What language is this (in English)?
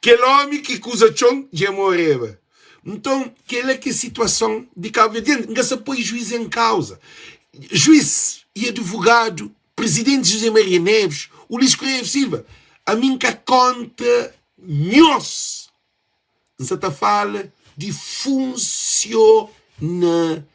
Kabuverdianu